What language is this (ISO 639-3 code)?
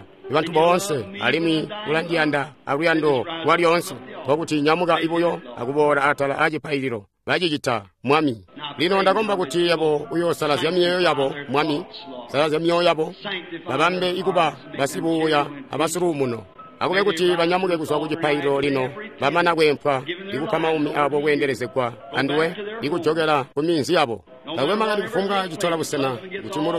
toi